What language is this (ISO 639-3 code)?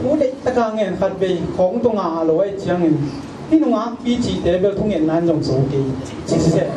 ctd